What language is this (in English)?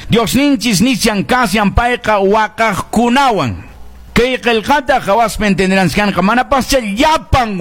Quechua